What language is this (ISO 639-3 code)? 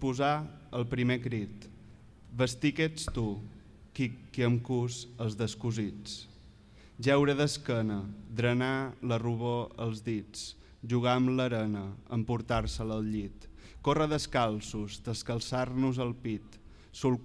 cat